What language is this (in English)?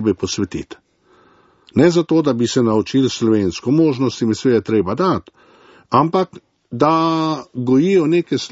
Slovenian